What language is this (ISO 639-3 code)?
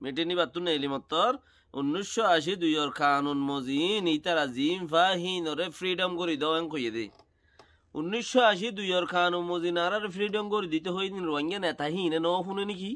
rhg